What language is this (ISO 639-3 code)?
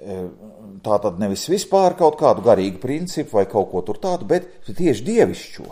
lav